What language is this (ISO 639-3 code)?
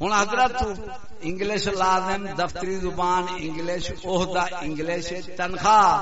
skr